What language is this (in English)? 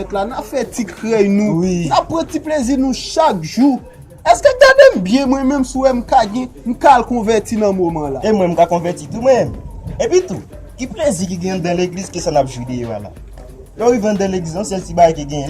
Haitian Creole